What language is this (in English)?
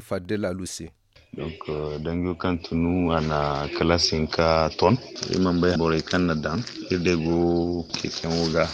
Zarma